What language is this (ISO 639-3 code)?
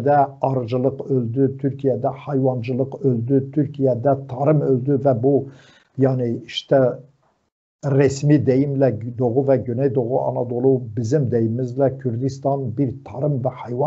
tur